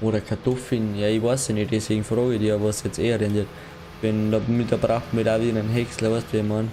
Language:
Bavarian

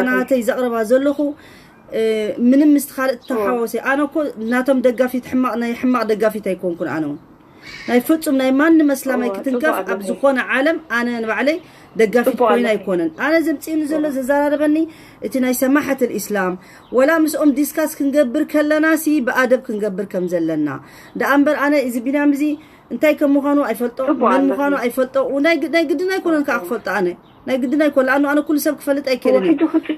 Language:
Tigrinya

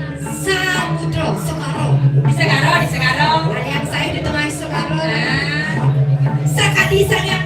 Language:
Balinese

